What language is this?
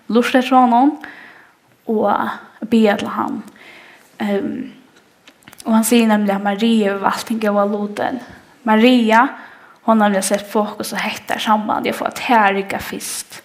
Faroese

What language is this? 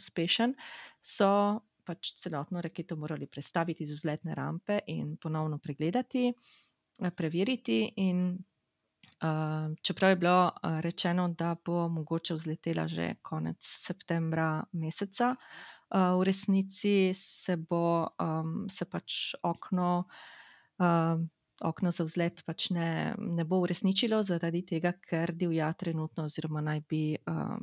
Slovenian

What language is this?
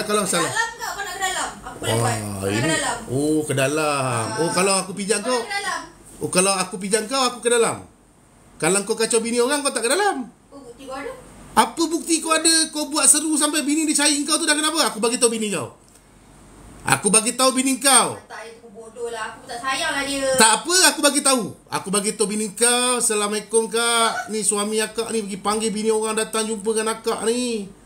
Malay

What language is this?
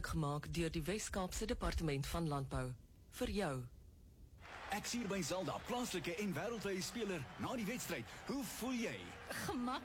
Afrikaans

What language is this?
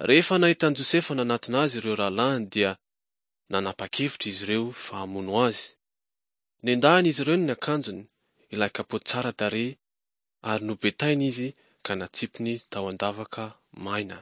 Malagasy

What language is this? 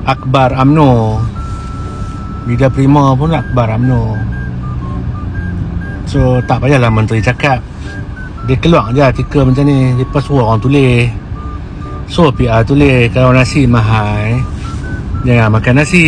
Malay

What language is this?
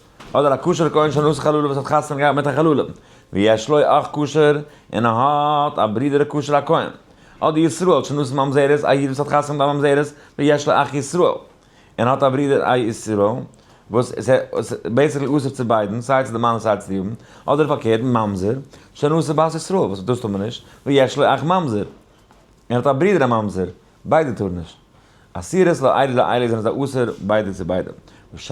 Yiddish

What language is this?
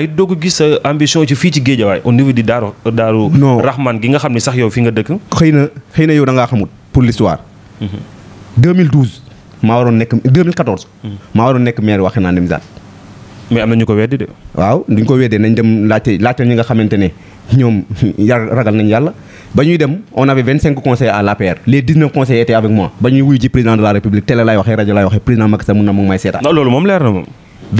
Wolof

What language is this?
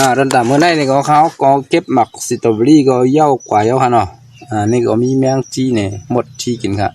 Shan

